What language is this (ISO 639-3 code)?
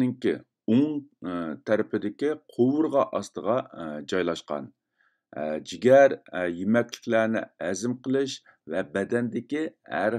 uig